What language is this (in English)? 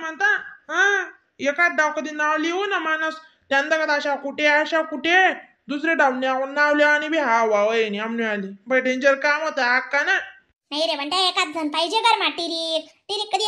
Khandesi